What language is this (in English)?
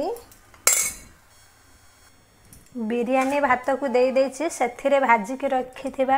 Odia